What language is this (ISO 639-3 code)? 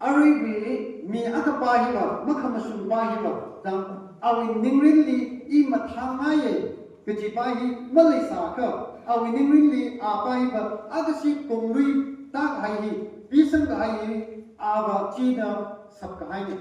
nmf